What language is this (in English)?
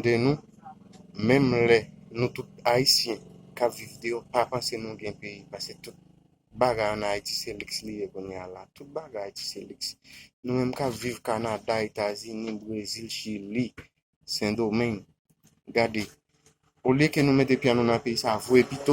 Haitian Creole